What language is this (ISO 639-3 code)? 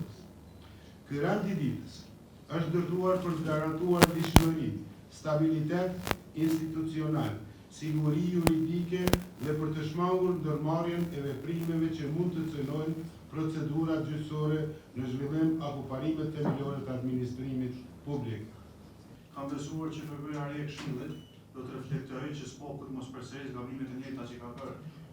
sqi